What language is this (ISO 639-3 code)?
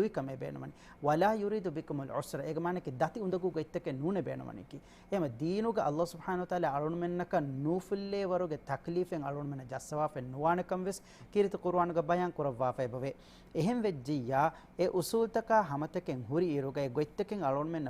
div